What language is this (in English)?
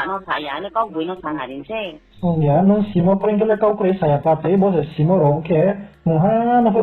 Riang (India)